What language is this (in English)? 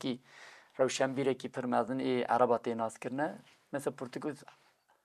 Kurdish